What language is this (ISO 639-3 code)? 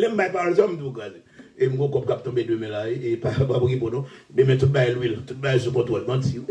hat